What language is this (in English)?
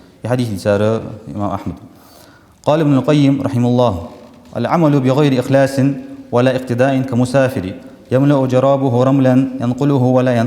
Ingush